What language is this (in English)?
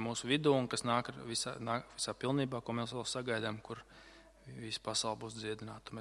Latvian